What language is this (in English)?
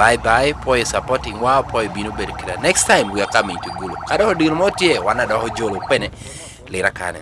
Lango (Uganda)